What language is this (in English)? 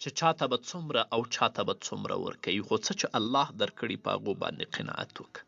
Pashto